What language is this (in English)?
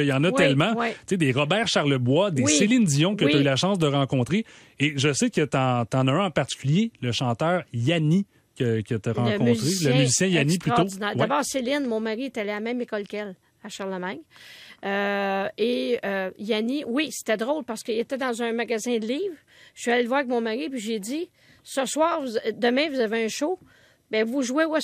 French